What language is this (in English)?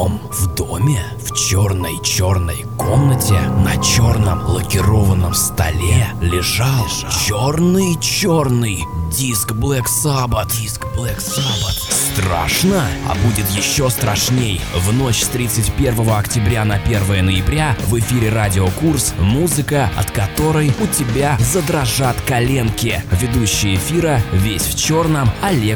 Russian